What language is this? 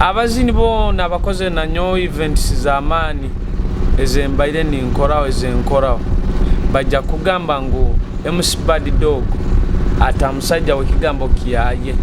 Nyoro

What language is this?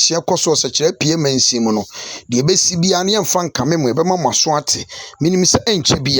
Akan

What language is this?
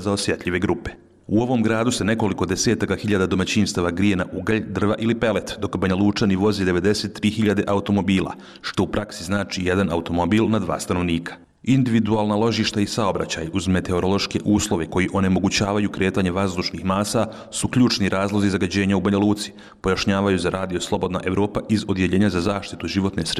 Bosnian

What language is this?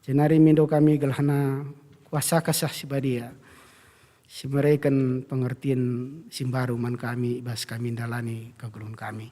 Batak Karo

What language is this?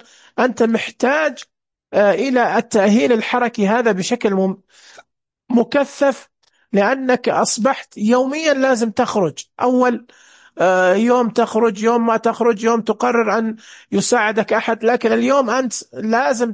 Najdi Arabic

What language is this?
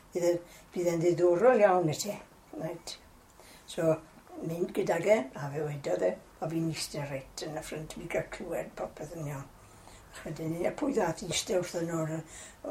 Welsh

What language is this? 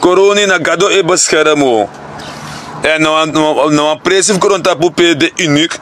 Sranan Tongo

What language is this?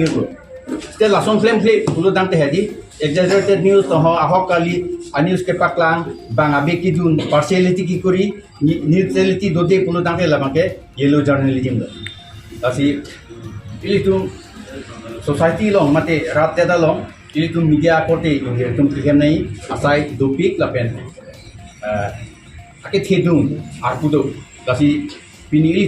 Karbi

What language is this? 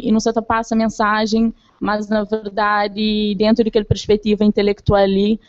Kabuverdianu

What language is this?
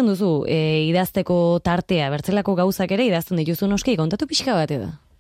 Basque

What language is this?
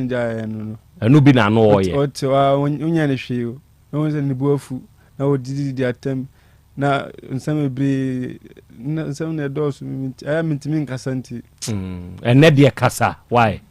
Akan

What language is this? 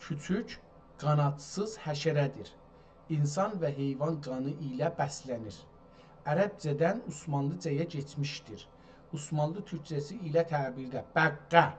South Azerbaijani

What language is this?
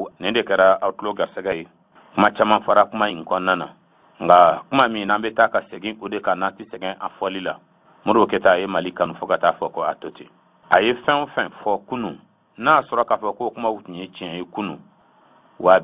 Bambara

